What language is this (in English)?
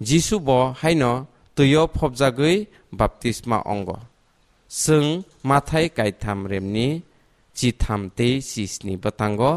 Kok Borok